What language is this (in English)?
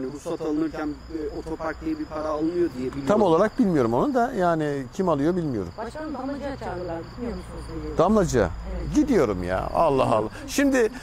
Turkish